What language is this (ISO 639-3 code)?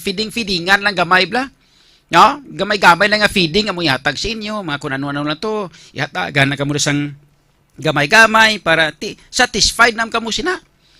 hil